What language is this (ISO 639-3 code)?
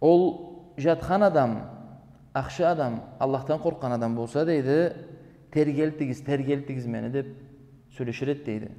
krc